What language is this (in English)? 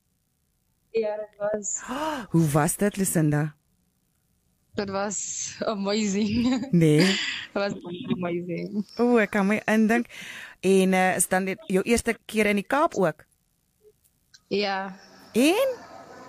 Afrikaans